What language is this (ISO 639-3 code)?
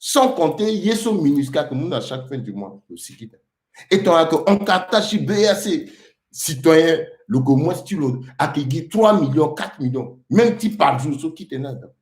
sag